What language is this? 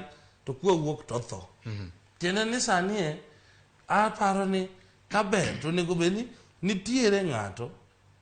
Luo (Kenya and Tanzania)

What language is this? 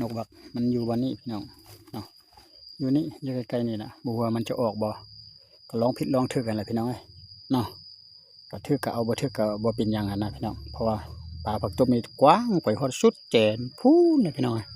Lao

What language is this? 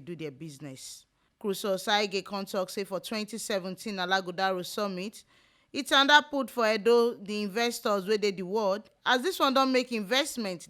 Nigerian Pidgin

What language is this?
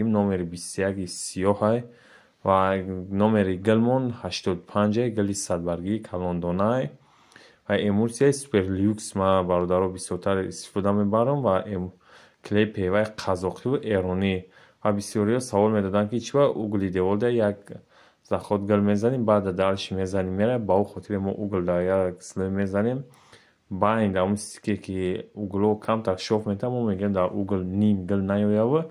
Tajik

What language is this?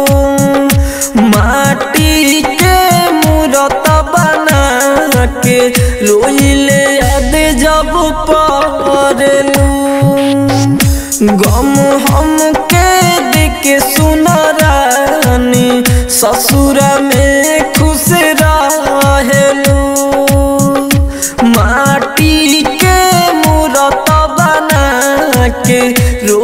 Bhojpuri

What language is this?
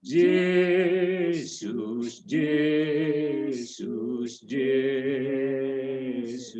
Batak Simalungun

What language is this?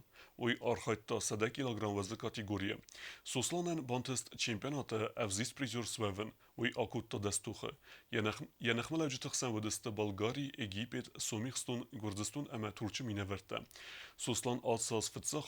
Ossetic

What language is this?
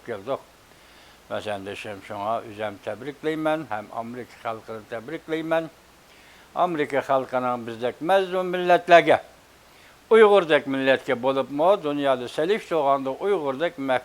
Uyghur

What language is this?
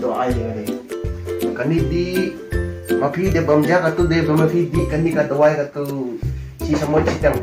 Khasi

